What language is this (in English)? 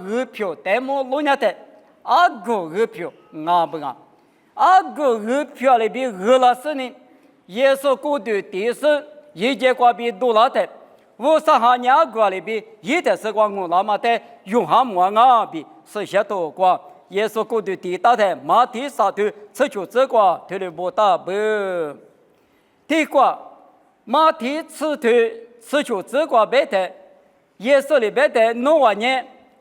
Lisu